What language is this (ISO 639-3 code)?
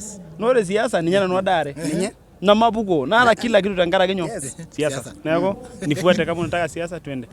mas